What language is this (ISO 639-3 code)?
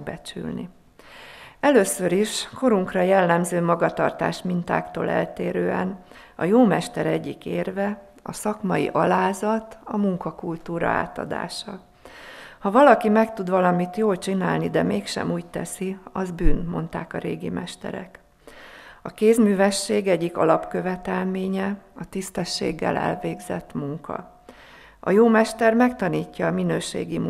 hun